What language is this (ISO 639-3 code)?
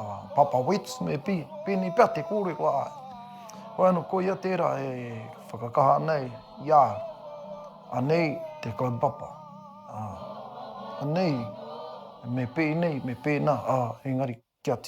mri